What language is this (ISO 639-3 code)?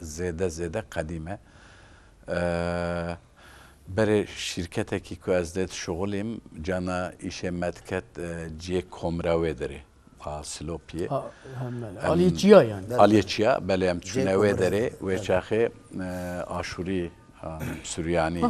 kur